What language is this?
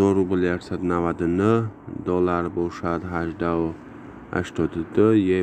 Tajik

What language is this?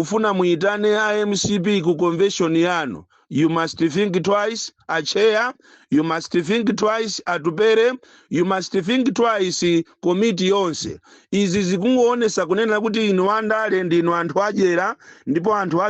Nyanja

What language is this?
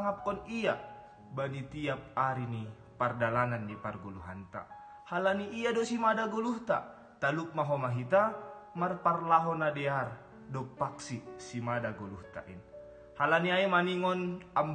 Batak Simalungun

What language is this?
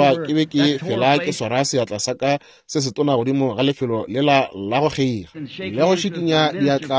Northern Sotho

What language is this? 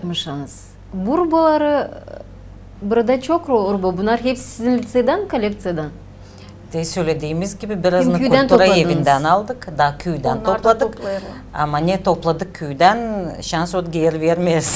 Gagauz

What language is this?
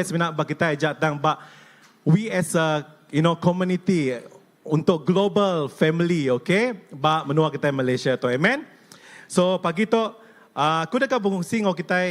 Iban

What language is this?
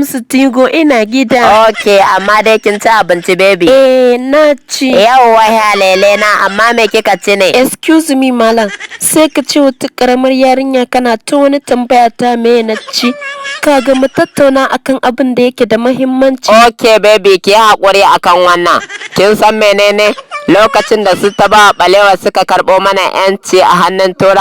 Hausa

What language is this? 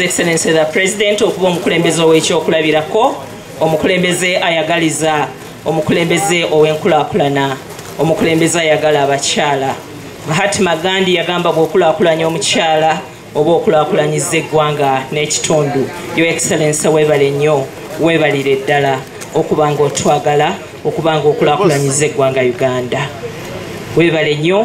Ganda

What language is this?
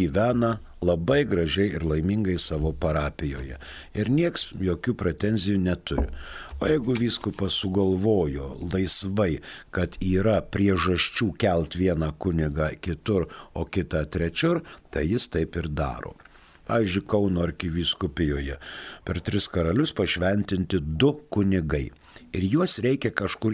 Lithuanian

